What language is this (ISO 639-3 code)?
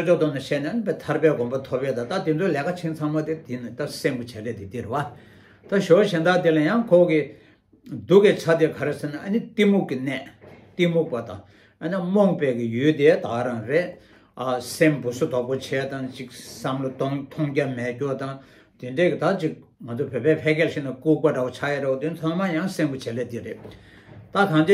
bod